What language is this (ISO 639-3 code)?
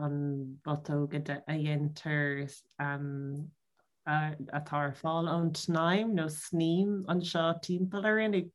gle